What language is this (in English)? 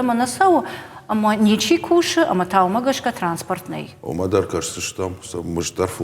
Ossetic